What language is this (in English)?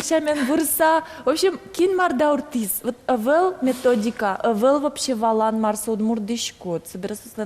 Udmurt